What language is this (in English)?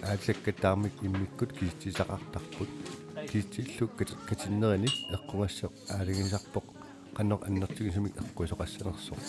Kalaallisut